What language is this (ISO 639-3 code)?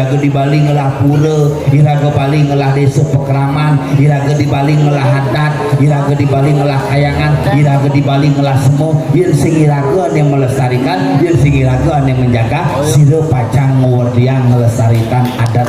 ban